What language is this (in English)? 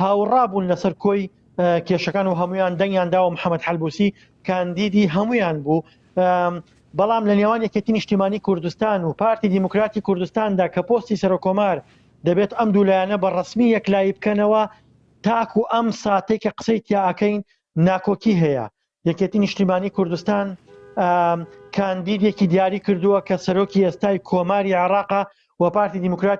Central Kurdish